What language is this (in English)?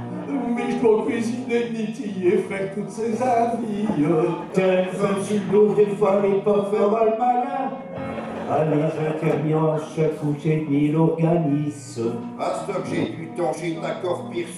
Picard